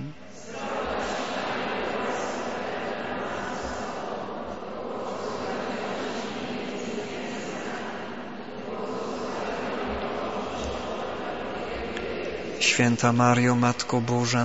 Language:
Polish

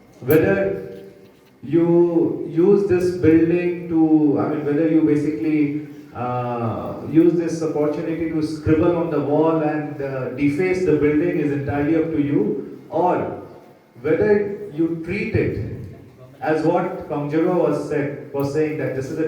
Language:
Khasi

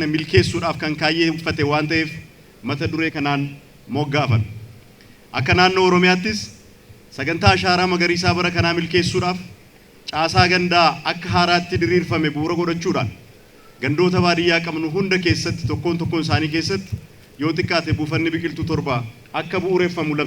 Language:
Oromo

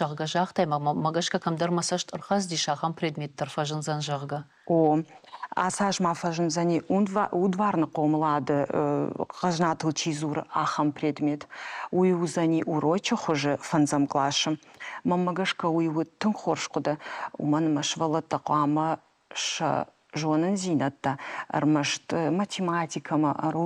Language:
Ossetic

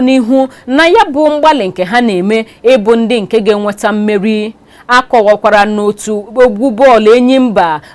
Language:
Igbo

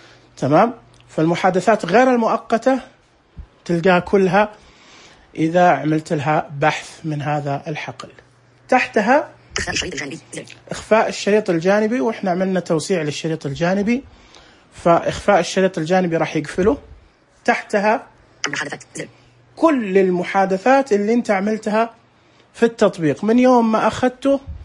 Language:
Najdi Arabic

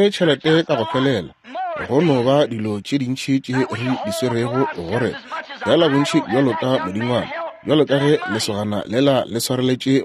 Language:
Northern Sotho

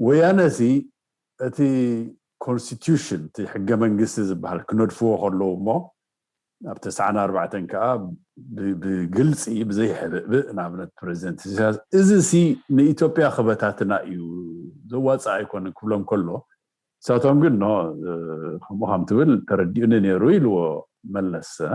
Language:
Tigrinya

